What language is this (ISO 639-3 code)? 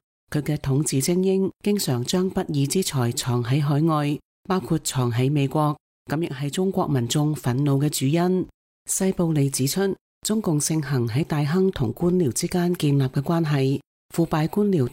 yue